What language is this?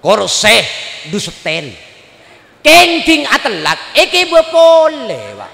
Madurese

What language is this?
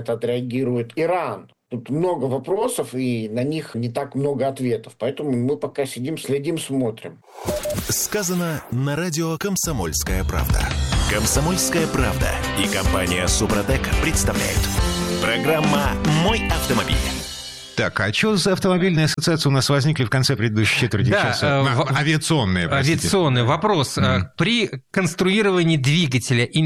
Russian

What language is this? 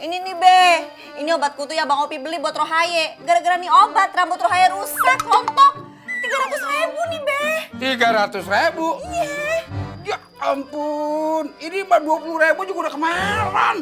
Betawi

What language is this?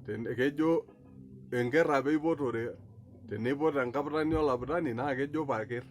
Masai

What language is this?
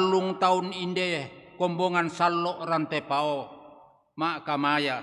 Toraja-Sa'dan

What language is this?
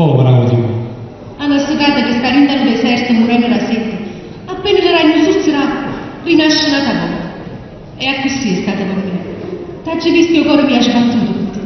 Neapolitan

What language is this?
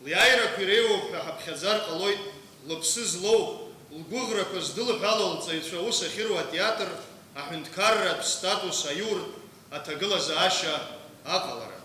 Abkhazian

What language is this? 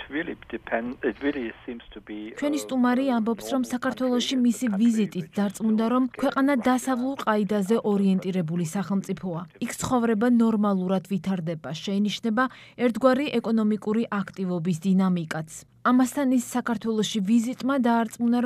Georgian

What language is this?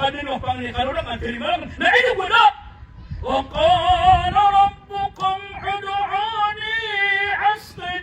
Maranao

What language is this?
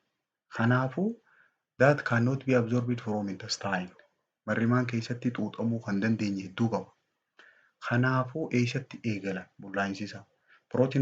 Oromo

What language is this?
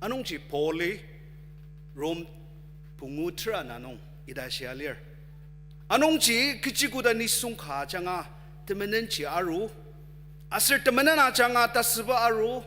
Ao Naga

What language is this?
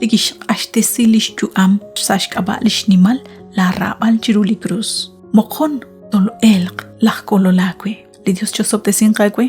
Kekchí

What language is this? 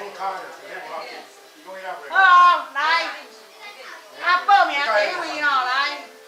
Min Nan Chinese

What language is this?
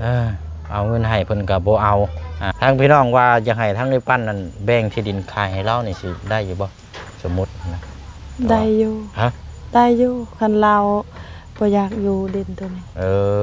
Lao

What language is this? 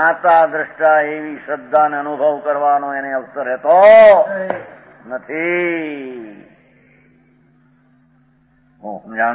Gujarati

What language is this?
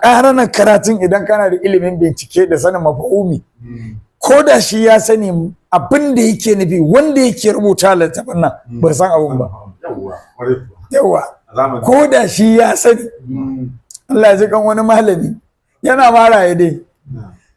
Hausa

